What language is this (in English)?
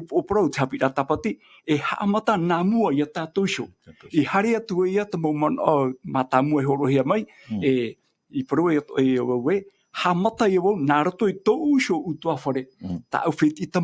Tahitian